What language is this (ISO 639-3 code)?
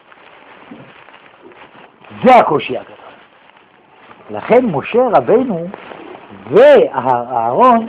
heb